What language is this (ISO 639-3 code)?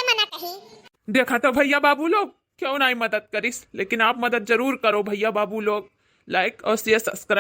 awa